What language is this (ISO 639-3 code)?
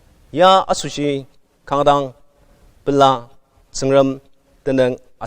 njo